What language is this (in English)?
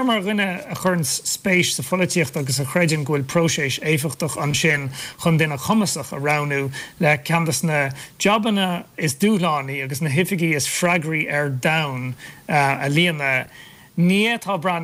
Irish